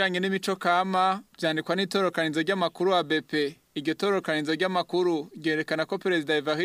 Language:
Rundi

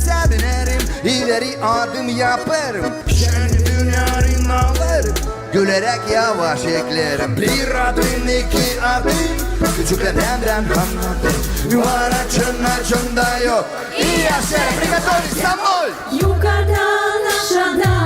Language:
Gagauz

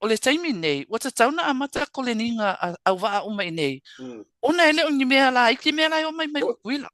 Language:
Samoan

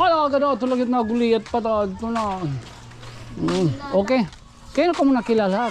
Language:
Waray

